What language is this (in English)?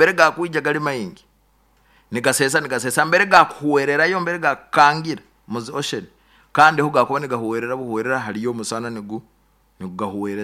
Nyoro